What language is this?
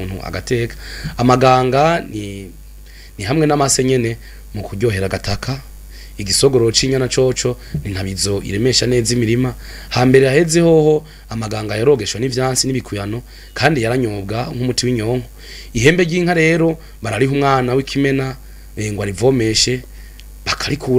Rundi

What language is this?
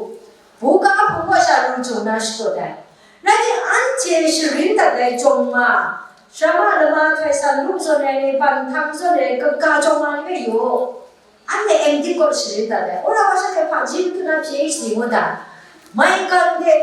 Kachin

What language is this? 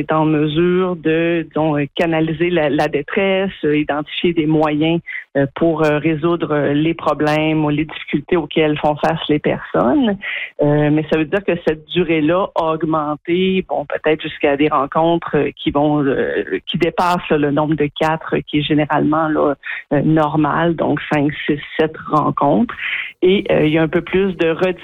French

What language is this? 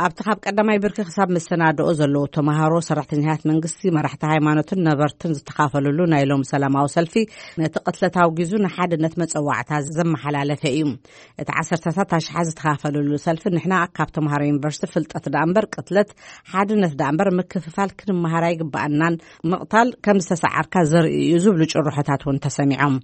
Tigrinya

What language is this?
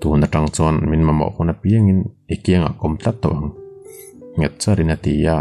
Mizo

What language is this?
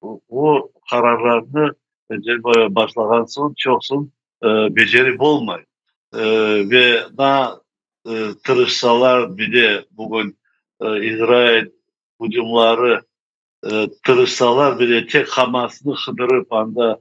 Crimean Tatar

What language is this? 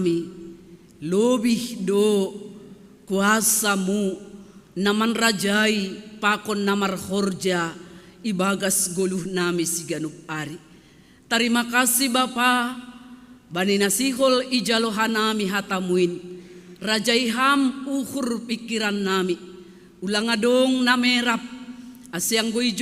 Batak Simalungun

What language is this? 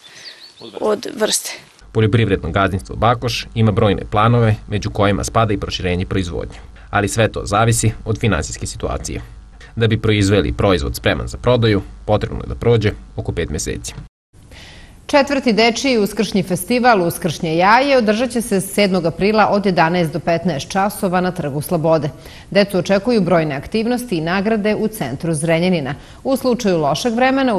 Serbian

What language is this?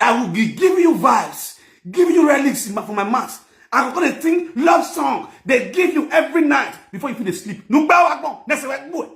Nigerian Pidgin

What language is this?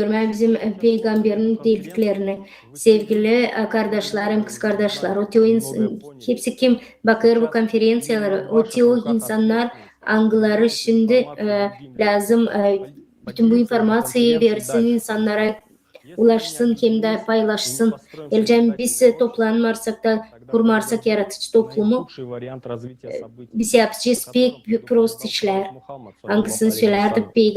Gagauz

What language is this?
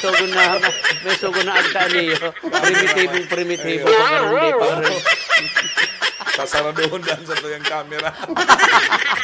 Bikol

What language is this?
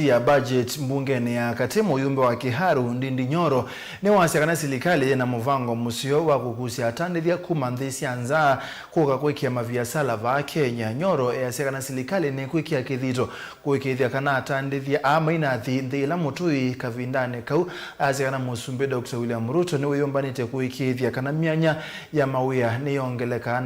Kamba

